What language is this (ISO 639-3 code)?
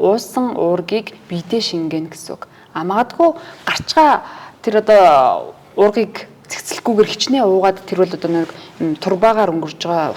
mon